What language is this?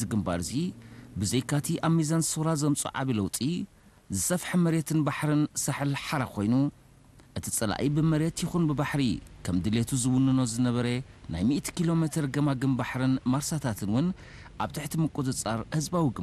Tigrinya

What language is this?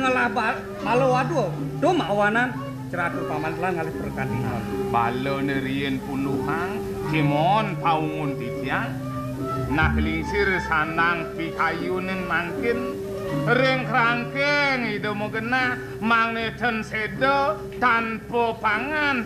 Balinese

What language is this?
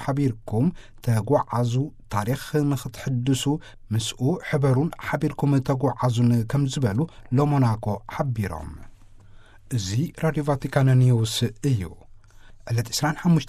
Tigrinya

